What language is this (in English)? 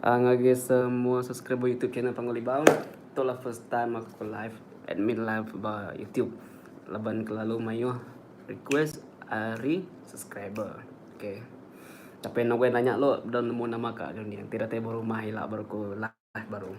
Iban